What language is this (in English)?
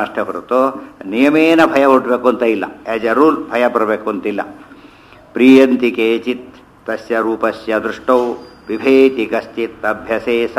Kannada